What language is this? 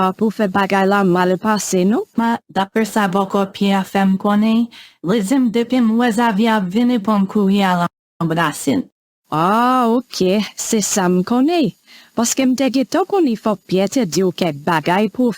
Haitian Creole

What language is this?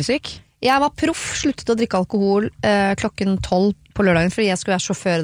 Norwegian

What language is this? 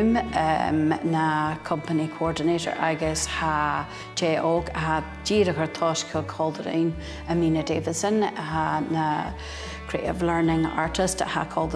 Scottish Gaelic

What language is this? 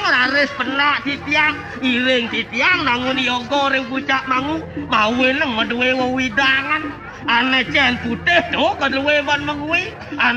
Balinese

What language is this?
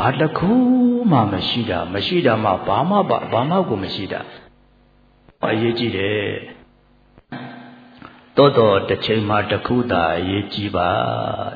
Burmese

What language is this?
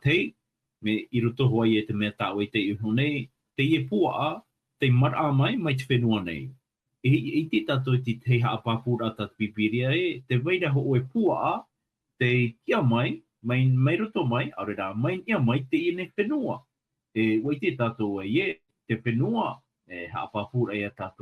Tahitian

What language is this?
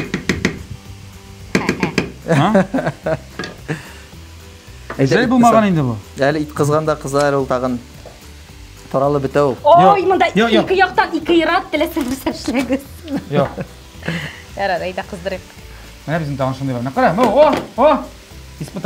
Kazakh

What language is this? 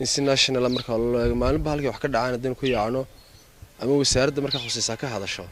Somali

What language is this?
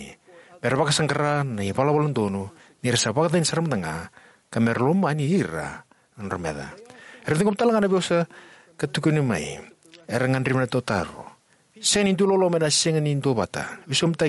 Fijian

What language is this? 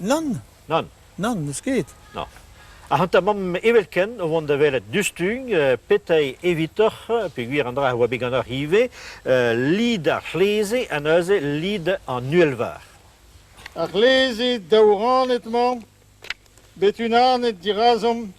Breton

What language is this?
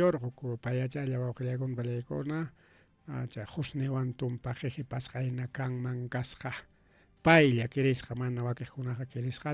Ayacucho Quechua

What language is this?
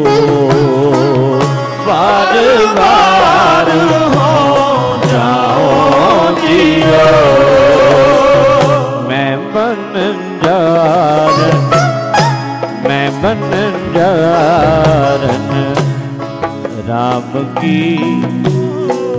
Punjabi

